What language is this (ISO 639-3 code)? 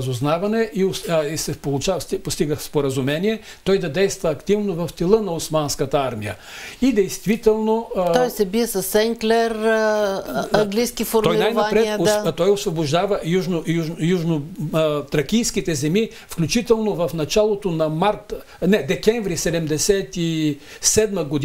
bul